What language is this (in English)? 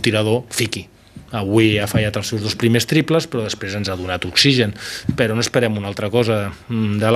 Catalan